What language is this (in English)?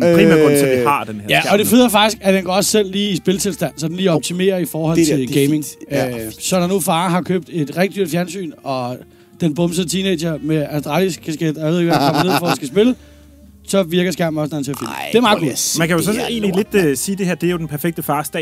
Danish